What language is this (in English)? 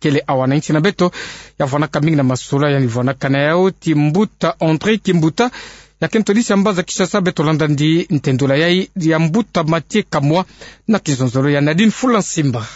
Kituba (Democratic Republic of Congo)